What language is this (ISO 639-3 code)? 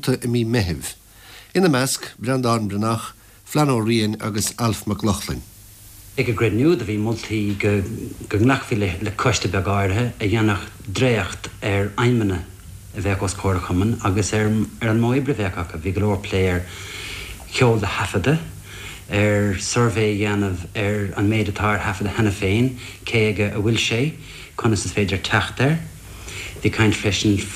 gle